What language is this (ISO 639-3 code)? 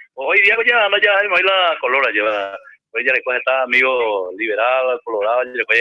grn